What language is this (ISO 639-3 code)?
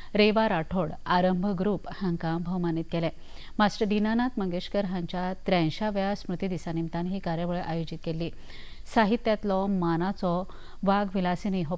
kok